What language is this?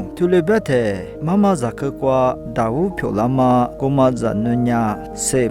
Lisu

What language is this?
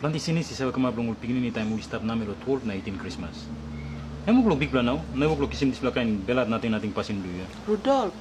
Tok Pisin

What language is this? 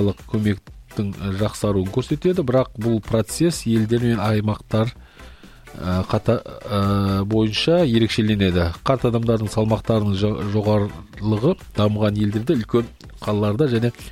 Kazakh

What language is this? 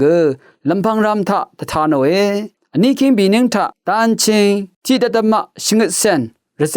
Rawang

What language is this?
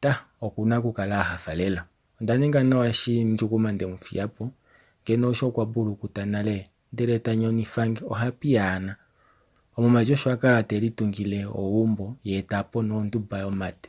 Kuanyama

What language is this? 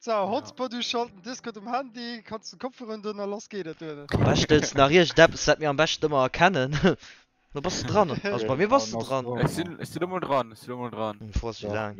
Luxembourgish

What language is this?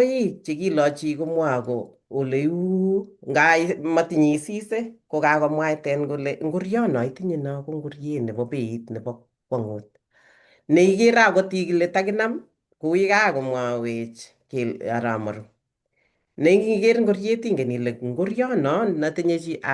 Kalenjin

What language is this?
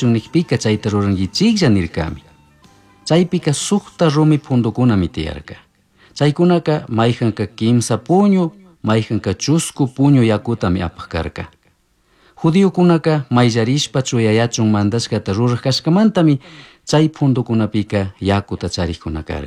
Chimborazo Highland Quichua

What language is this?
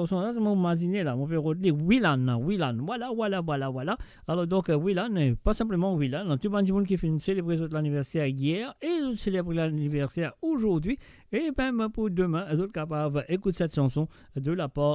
Morisyen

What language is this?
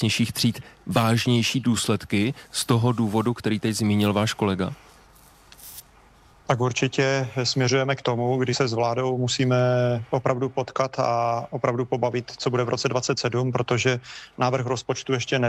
Czech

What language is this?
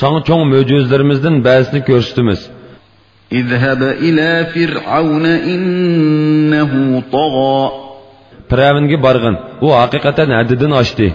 Uyghur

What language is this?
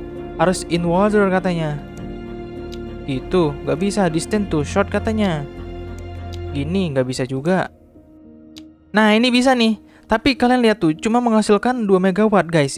Indonesian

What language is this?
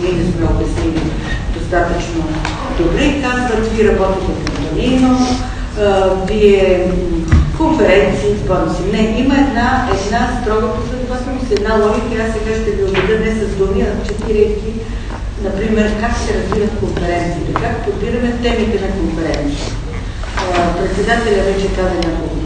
Bulgarian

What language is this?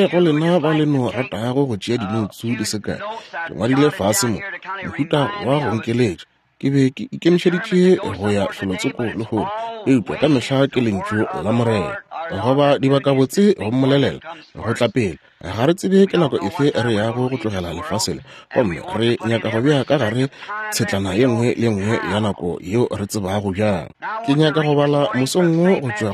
Northern Sotho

